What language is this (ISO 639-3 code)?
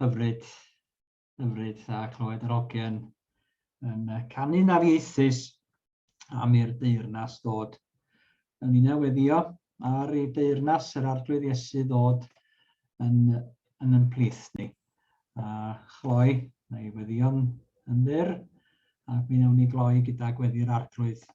cym